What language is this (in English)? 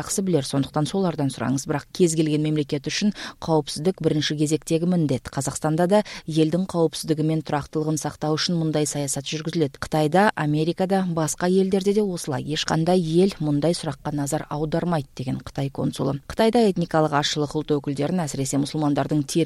Kyrgyz